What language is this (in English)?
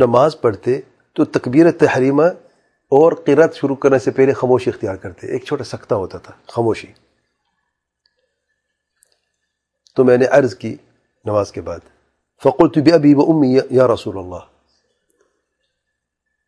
Urdu